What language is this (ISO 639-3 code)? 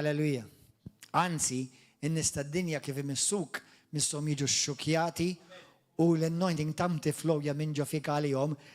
mlt